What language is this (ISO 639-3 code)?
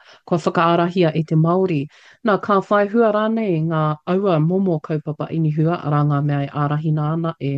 mri